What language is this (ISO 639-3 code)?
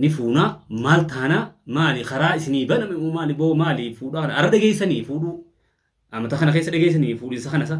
orm